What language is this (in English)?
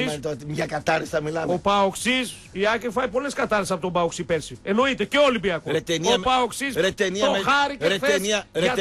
Greek